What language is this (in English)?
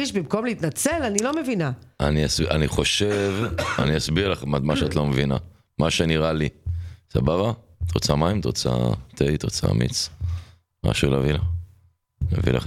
Hebrew